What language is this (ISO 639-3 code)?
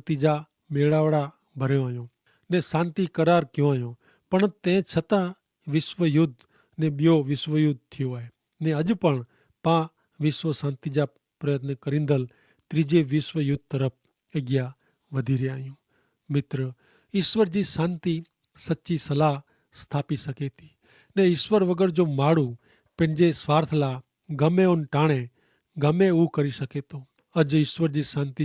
kfr